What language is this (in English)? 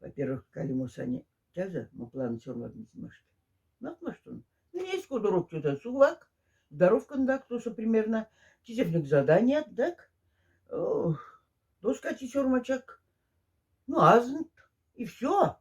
Moksha